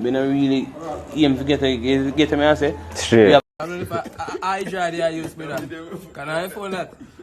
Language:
Jamaican Creole English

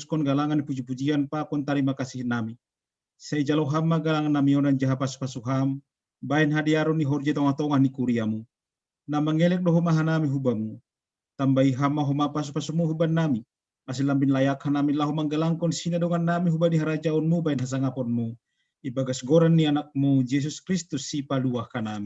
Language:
Batak Simalungun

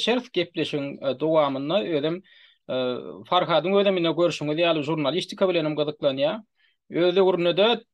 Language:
Turkmen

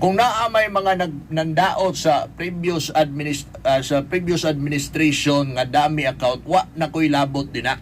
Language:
Cebuano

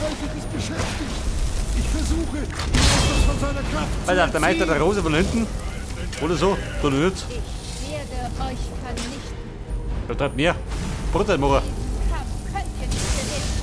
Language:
Bavarian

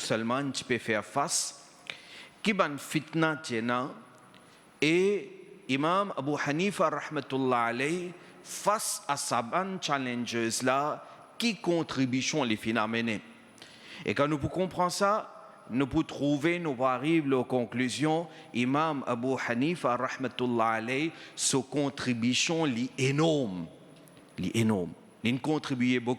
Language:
Morisyen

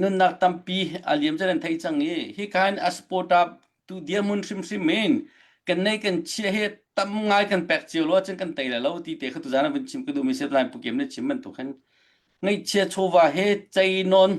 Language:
Hakha Chin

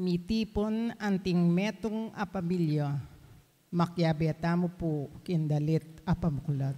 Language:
Pampanga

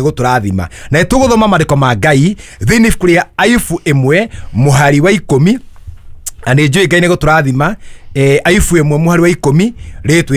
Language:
Kikuyu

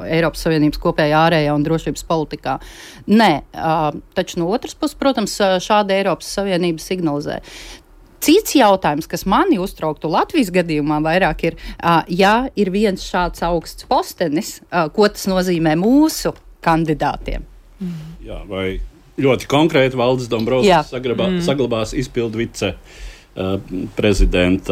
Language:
Latvian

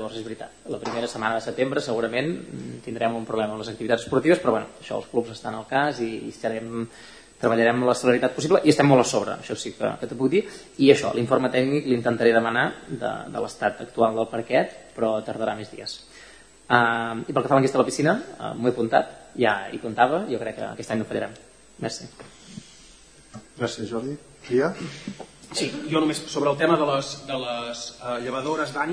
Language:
Catalan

